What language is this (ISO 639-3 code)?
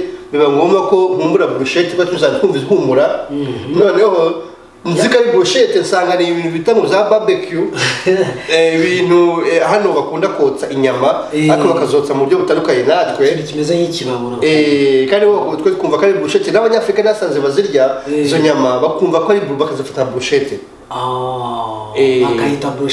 kin